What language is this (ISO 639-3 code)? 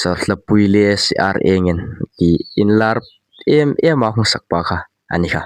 hmr